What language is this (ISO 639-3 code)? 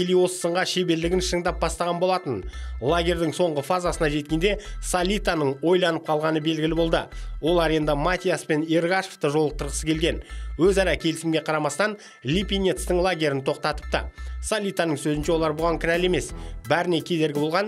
kaz